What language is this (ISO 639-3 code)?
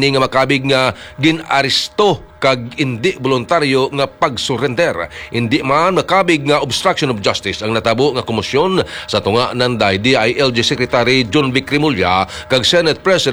hil